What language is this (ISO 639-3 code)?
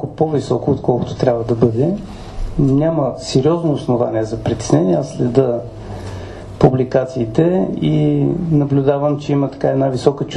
bul